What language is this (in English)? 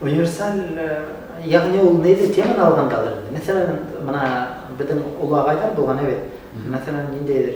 Bashkir